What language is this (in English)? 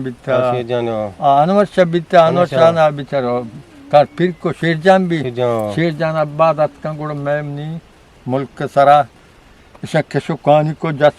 Eastern Balochi